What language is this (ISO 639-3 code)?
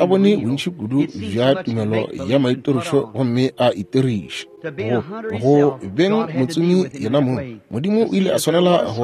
nso